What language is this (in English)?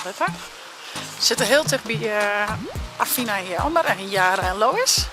Western Frisian